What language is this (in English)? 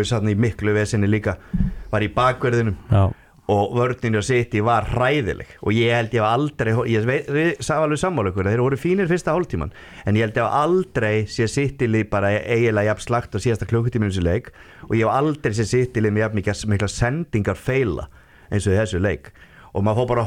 Icelandic